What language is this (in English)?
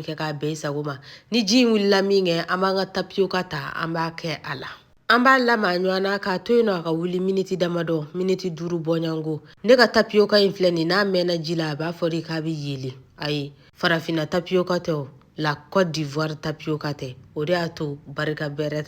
Bambara